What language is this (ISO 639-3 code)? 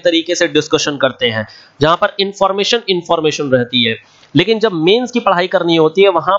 hin